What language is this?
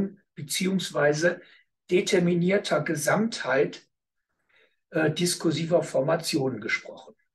German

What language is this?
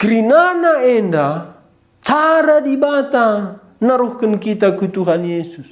Batak Karo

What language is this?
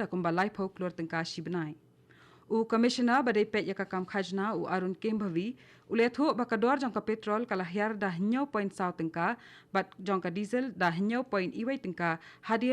Khasi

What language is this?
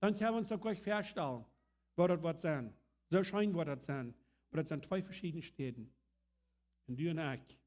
Plautdietsch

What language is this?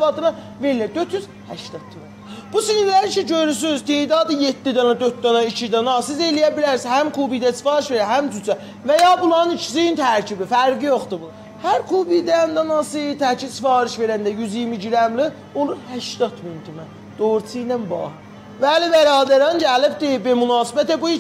South Azerbaijani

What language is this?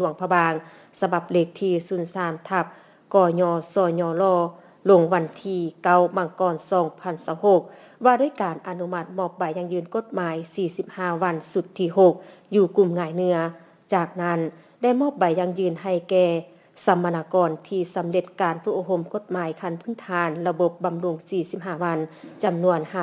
Lao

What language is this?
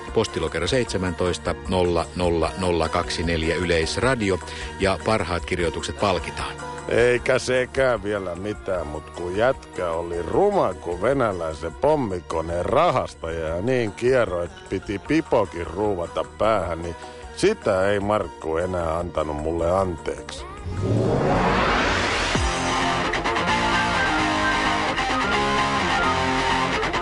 Finnish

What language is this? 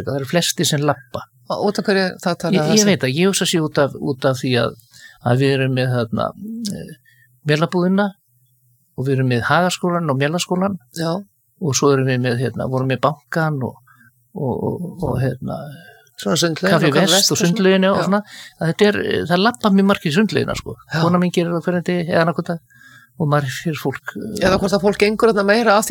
Icelandic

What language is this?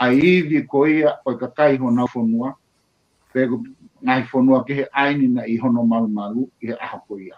Tongan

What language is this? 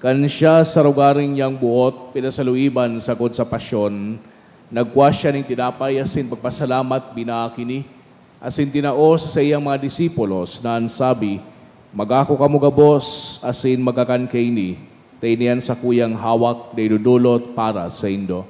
Bikol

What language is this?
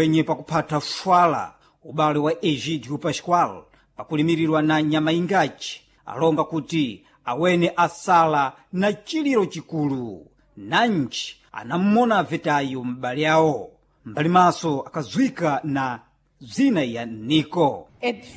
Sena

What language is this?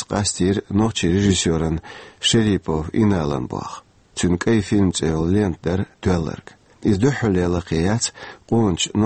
Chechen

